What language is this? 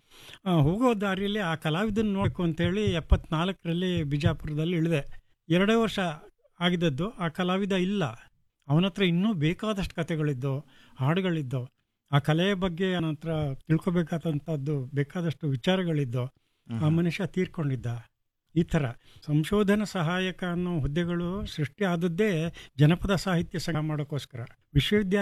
Kannada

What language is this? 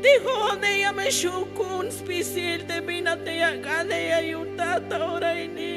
Tzeltal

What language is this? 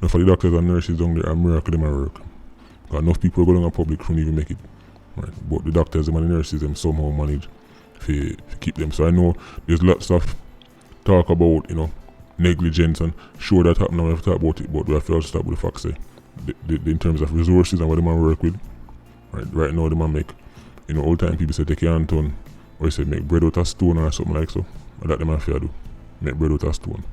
Jamaican Creole English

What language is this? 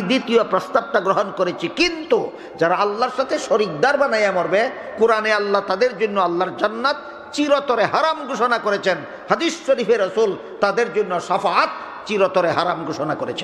Bangla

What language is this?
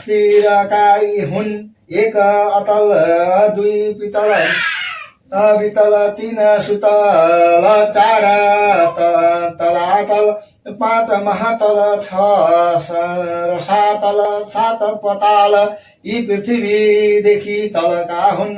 Nepali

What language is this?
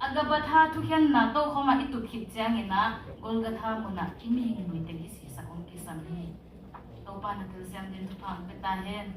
Tedim Chin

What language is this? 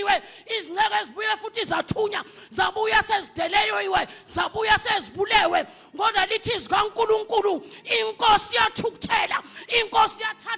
Zulu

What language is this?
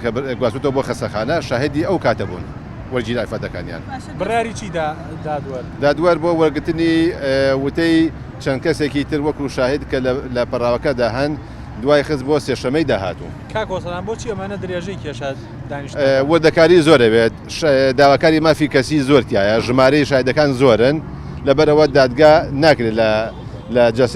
Central Kurdish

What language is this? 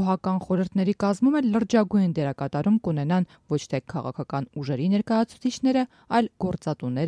Armenian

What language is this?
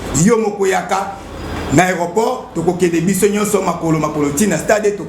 Lingala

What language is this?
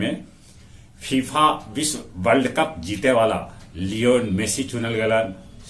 Magahi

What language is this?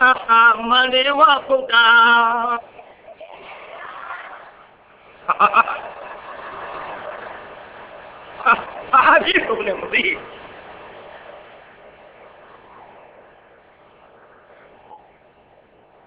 Burmese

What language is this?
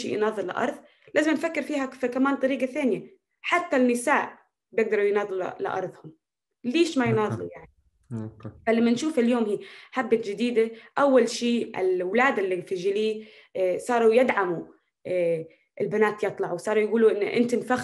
North Levantine Arabic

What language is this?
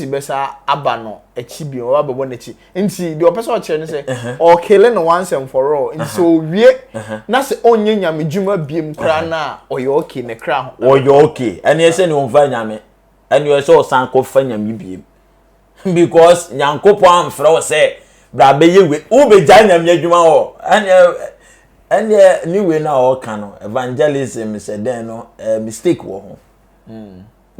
Akan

